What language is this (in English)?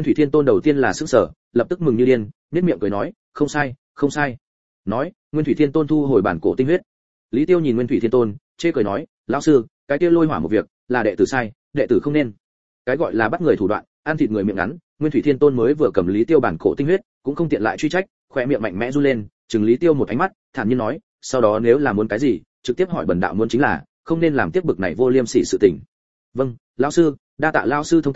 Vietnamese